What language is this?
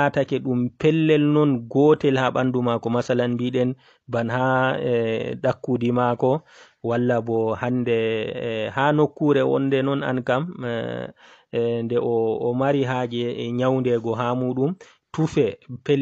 Fula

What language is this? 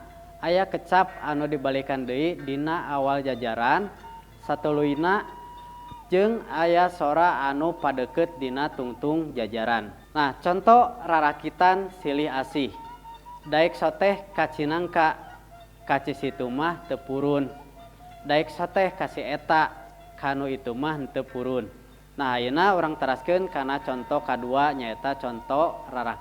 Sundanese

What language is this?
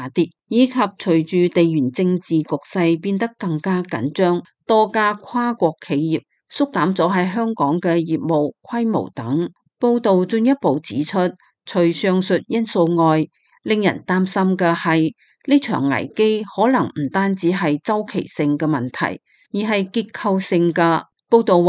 Cantonese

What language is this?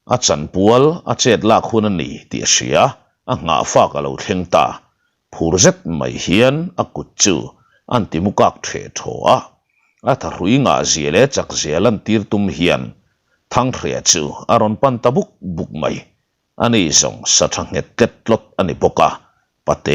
Mizo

